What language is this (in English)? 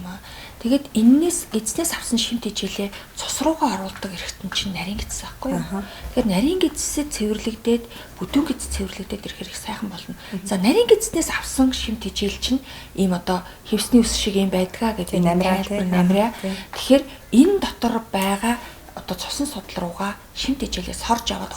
Mongolian